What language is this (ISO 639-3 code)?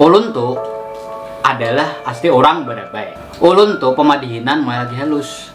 bjn